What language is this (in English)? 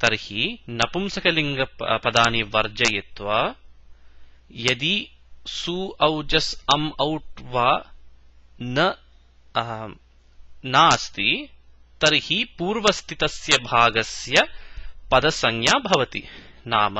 Sanskrit